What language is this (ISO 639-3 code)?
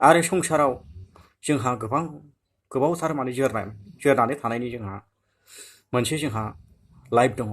brx